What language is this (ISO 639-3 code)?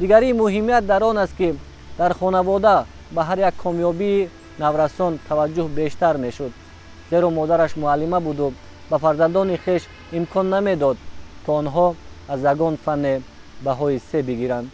tgk